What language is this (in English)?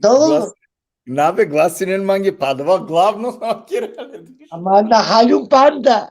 Balkan Romani